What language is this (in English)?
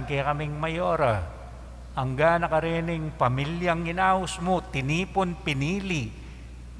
Pampanga